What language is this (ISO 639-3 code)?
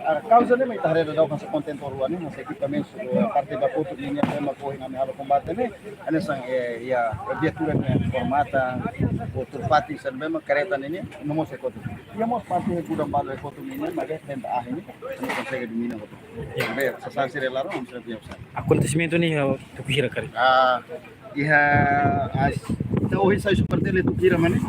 tet